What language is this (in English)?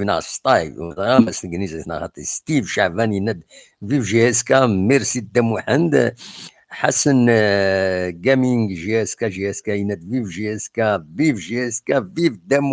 Kabyle